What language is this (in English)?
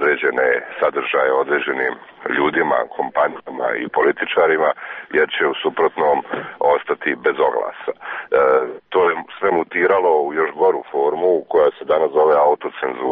Serbian